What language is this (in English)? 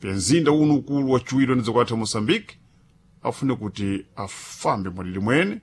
Sena